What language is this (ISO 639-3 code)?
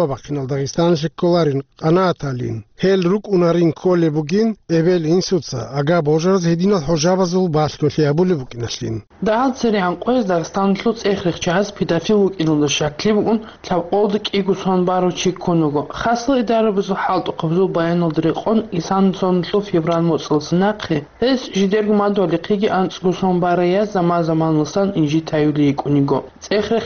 ava